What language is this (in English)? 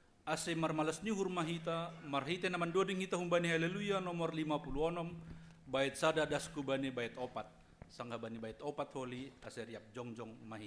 Batak Simalungun